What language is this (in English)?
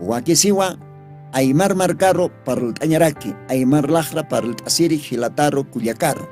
Aymara